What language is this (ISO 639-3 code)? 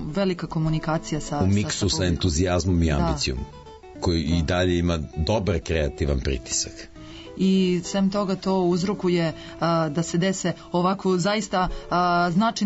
srp